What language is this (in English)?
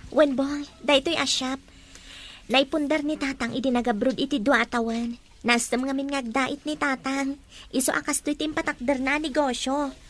Iloko